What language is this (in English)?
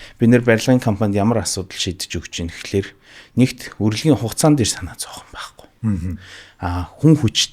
Mongolian